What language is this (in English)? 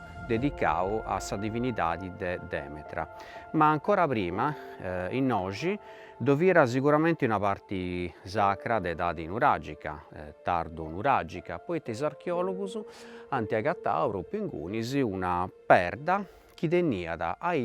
Sardinian